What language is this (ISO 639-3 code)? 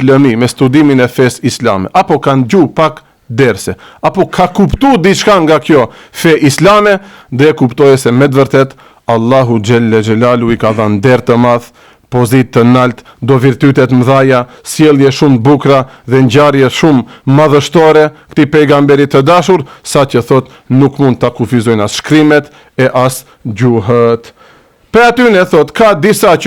sqi